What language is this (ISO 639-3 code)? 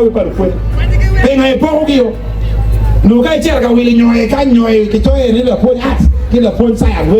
ach